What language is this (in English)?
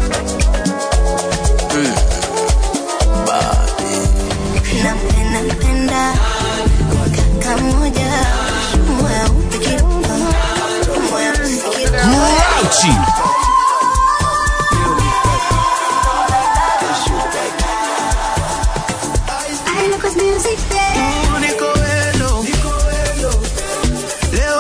Swahili